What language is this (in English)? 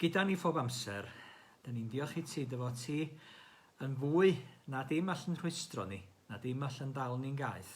Welsh